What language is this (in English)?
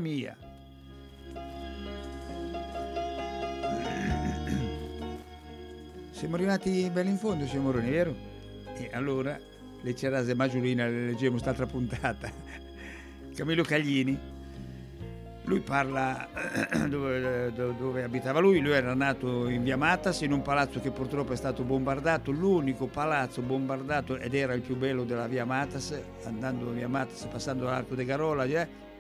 Italian